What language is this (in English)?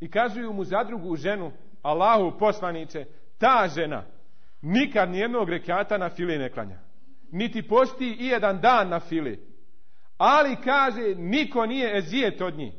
Bosnian